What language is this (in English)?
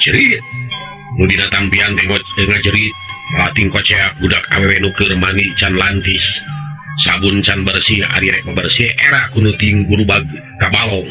Sundanese